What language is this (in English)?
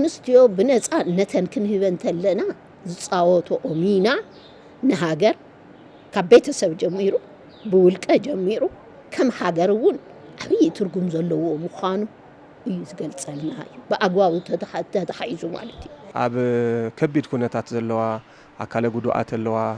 Tigrinya